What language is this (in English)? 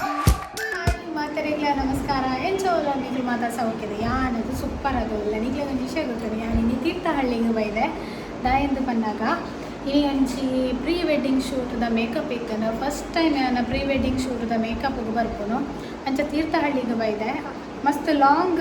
Tulu